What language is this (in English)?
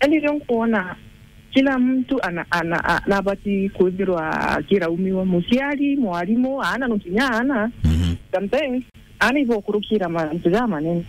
Meru